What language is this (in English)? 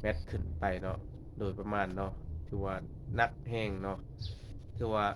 Lao